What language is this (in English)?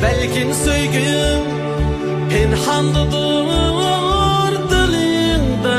Uyghur